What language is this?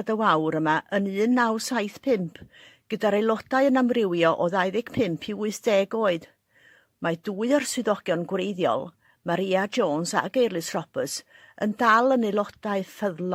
Welsh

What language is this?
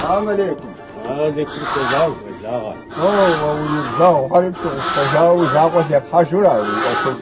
Kabardian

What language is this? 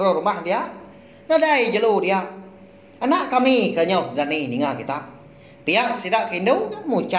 Iban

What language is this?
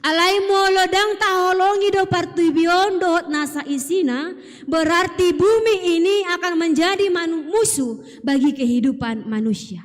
Batak Toba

